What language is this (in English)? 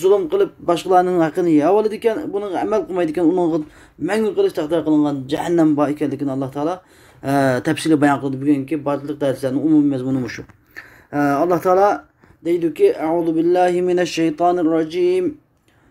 Uyghur